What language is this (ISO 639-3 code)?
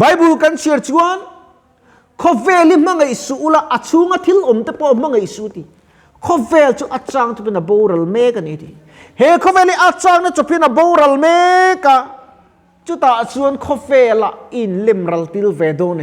lus